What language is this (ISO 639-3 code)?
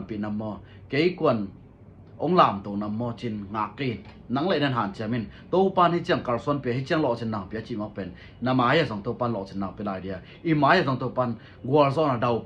ctd